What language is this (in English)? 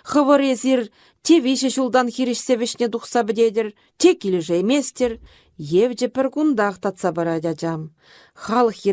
Chuvash